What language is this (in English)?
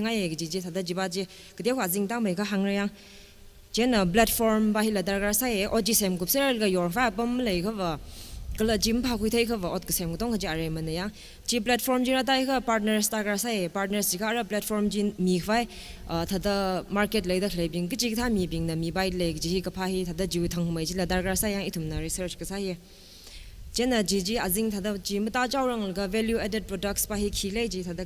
Tangkhul Naga (India)